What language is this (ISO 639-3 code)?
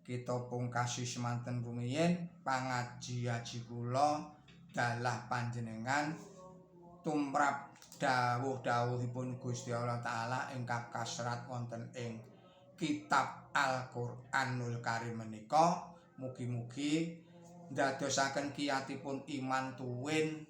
jav